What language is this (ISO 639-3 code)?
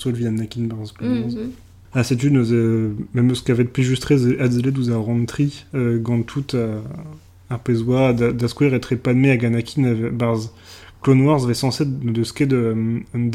bre